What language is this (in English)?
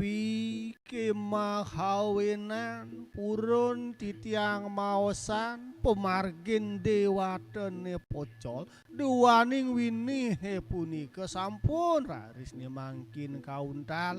Balinese